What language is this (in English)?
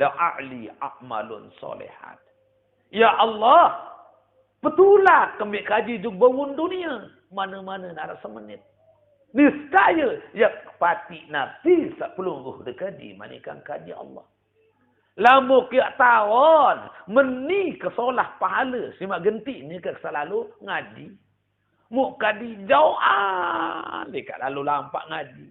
Sasak